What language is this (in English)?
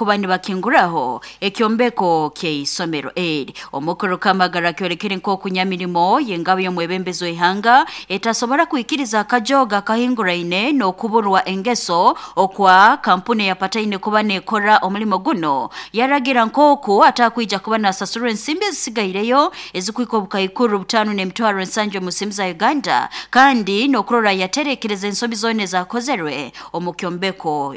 Nyoro